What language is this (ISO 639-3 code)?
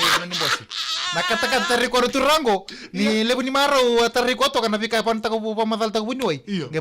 fij